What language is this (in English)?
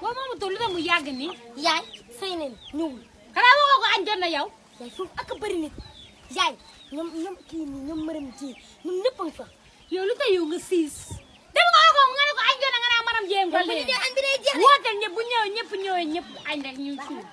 Wolof